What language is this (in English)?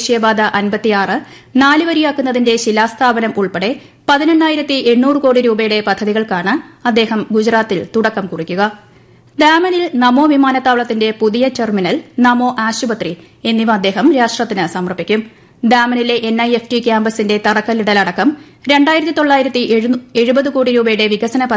Malayalam